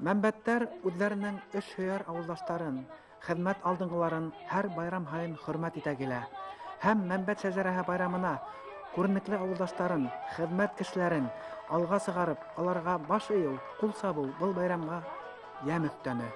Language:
Bashkir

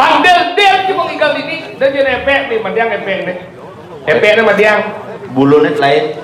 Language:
Balinese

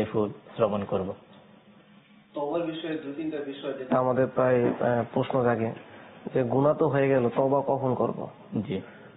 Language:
Bangla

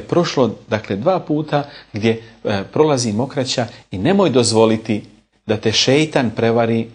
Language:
Bosnian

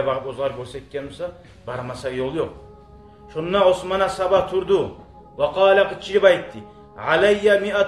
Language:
Kumyk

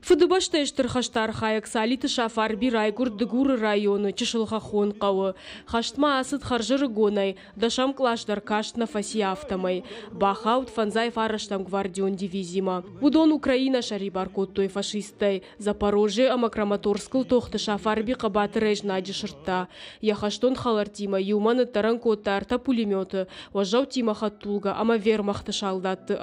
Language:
Ossetic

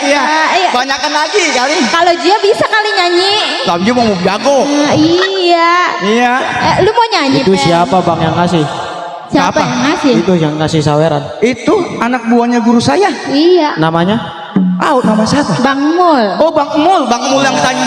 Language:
Betawi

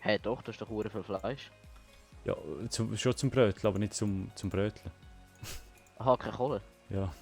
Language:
Swiss German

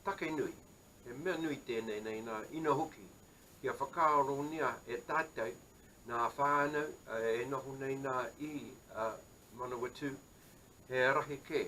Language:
Māori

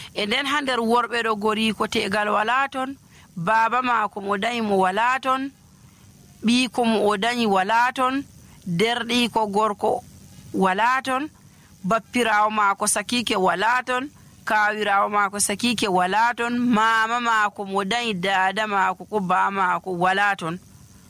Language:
Nigerian Fulfulde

